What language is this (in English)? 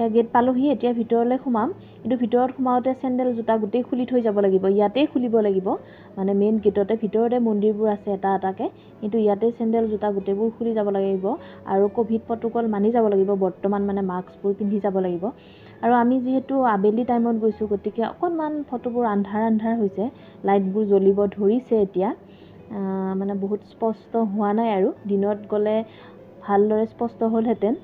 Assamese